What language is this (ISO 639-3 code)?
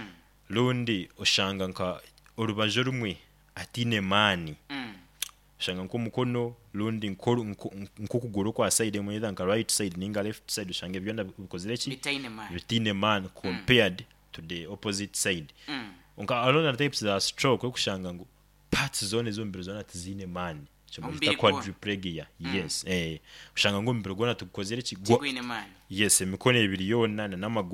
nyo